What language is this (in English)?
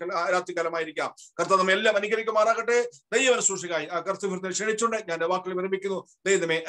Malayalam